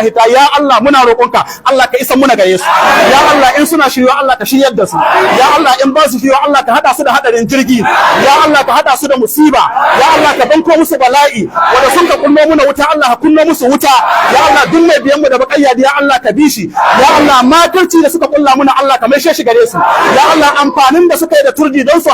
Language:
Hausa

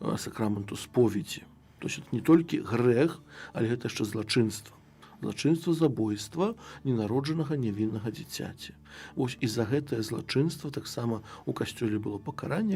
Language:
Belarusian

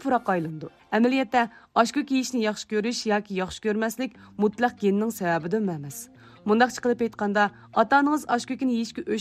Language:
Uyghur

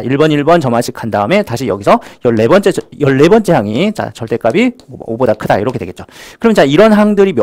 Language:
Korean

